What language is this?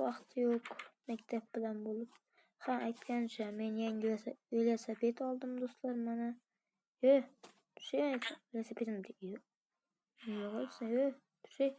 Uzbek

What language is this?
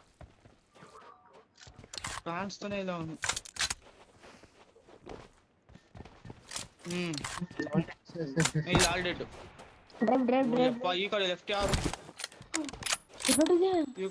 Kannada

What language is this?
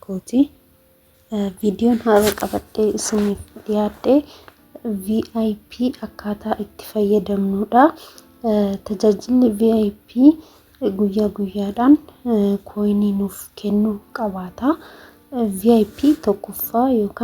Oromo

